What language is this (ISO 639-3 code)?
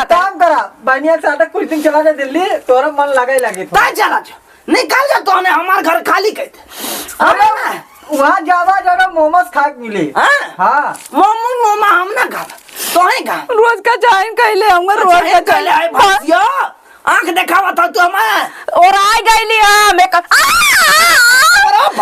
awa